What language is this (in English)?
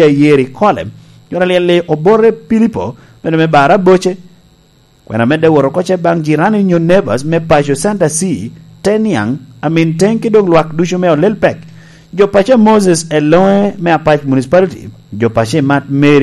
Lango (Uganda)